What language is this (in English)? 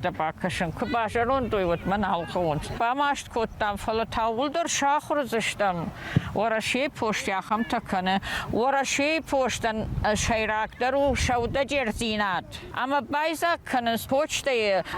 Ossetic